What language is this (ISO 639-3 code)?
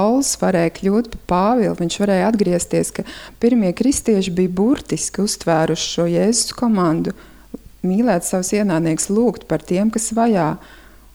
lav